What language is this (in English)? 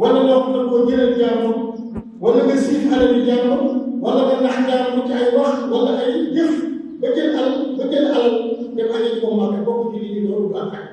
Wolof